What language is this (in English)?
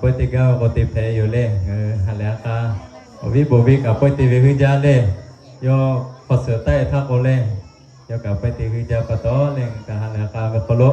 Lahu